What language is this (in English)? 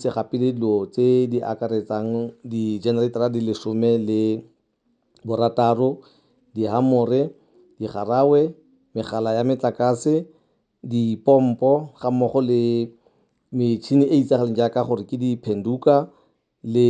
Tswana